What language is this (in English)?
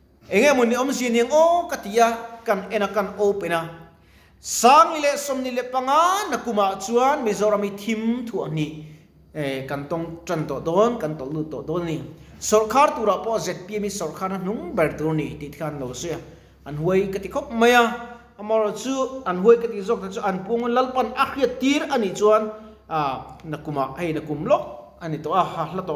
Mizo